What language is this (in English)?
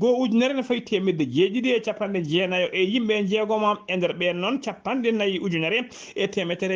Fula